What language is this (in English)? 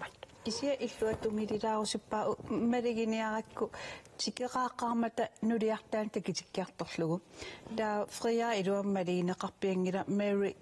Kalaallisut